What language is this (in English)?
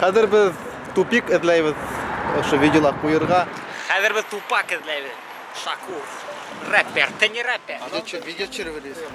Bashkir